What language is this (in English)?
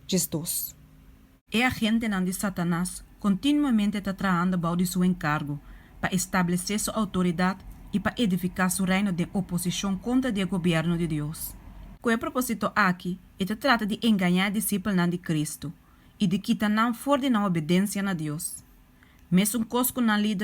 Papiamento